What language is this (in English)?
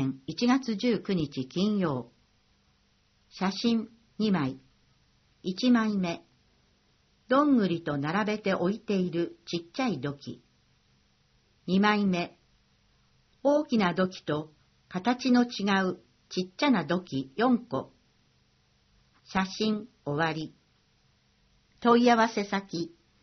Japanese